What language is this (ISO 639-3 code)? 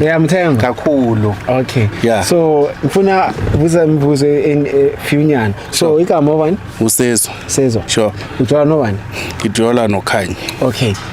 zul